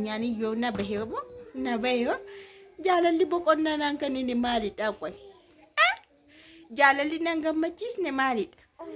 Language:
Oromo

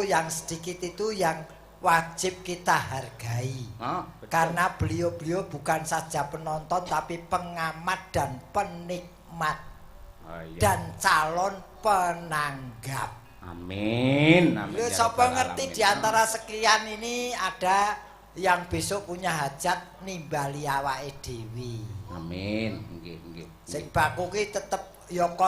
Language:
Javanese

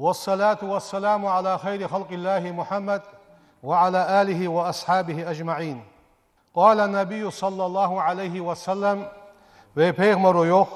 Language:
Ingush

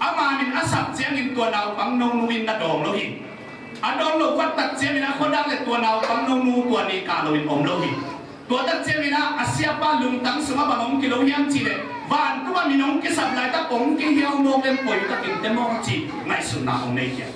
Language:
Tedim Chin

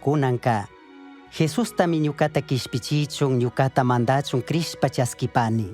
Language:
Chimborazo Highland Quichua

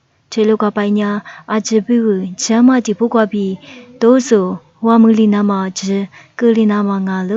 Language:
Lisu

